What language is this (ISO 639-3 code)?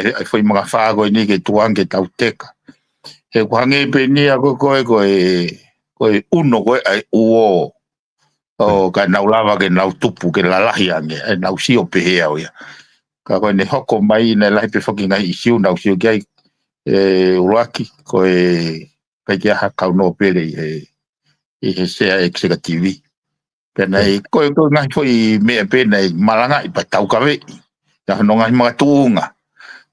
ton